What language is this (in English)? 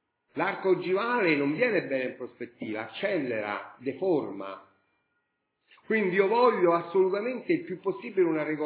Italian